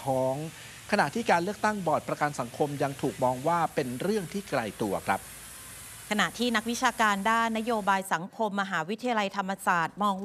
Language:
Thai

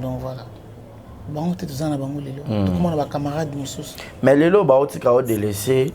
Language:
Lingala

